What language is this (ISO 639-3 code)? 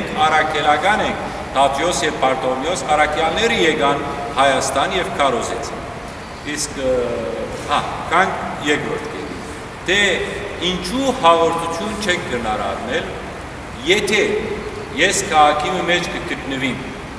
hyw